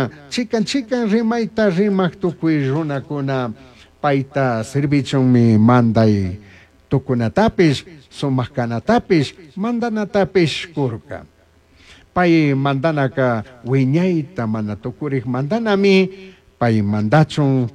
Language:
Chimborazo Highland Quichua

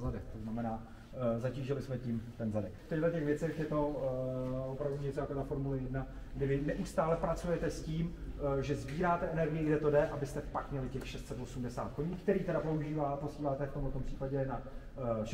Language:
Czech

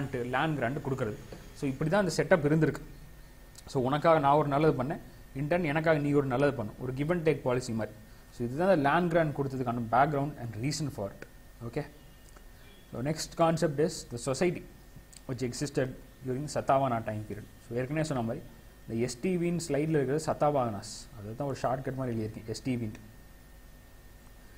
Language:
Tamil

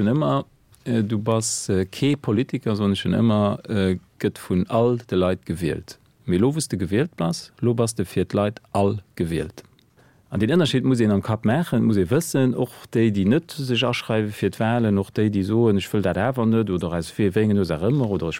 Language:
Luxembourgish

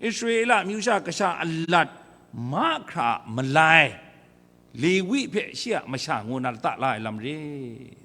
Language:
Kachin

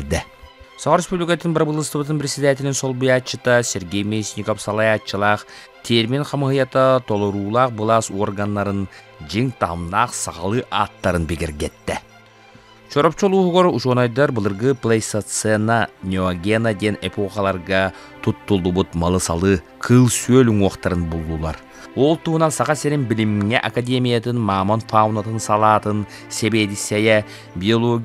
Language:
Yakut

